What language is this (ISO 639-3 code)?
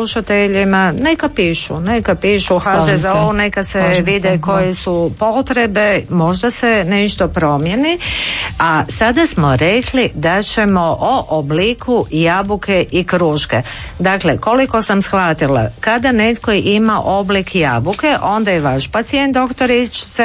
hrv